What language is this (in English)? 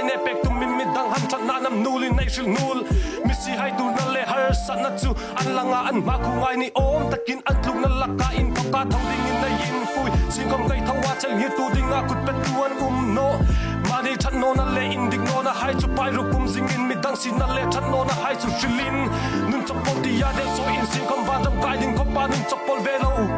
Hmar